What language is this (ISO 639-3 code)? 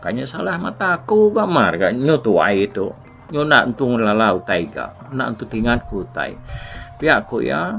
iba